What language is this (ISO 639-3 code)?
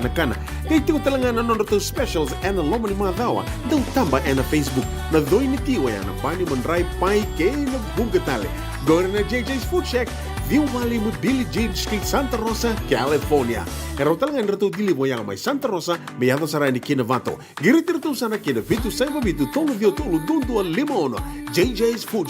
fij